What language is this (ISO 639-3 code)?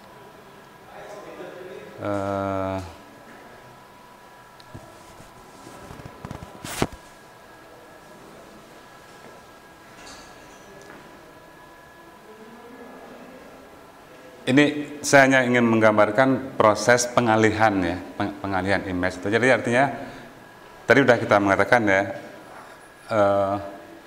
ind